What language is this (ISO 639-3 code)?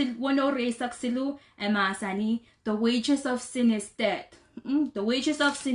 pon